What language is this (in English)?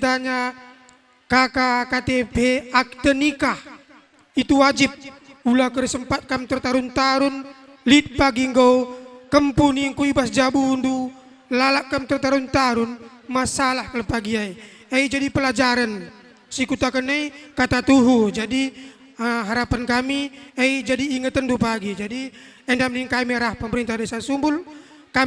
Batak Karo